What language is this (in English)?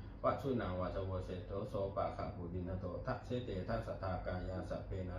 Pali